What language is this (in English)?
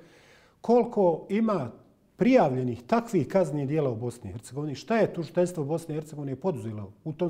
Bosnian